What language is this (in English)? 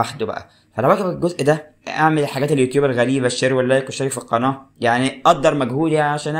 Egyptian Arabic